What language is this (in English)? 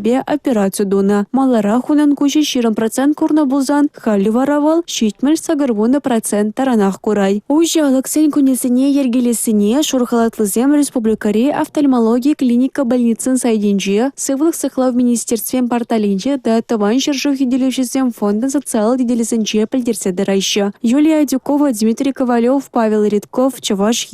Chuvash